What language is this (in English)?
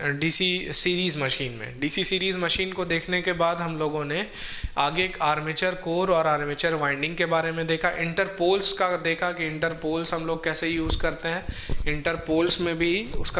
Hindi